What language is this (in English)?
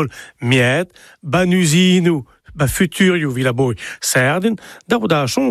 Breton